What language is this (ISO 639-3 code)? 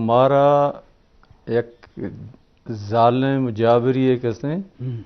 bal